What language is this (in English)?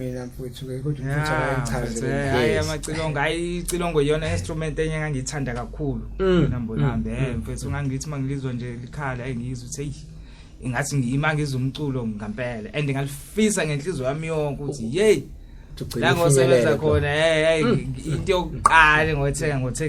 Zulu